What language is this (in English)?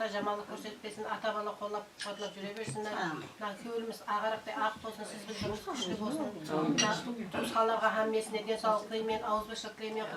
Kara-Kalpak